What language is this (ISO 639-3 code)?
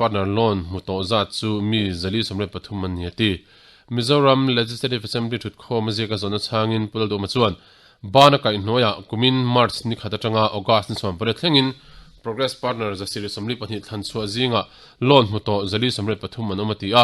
lus